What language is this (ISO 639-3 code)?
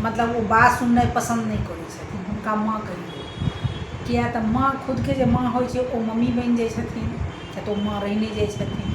mai